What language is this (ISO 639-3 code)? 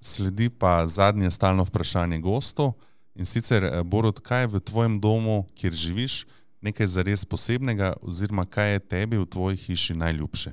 slv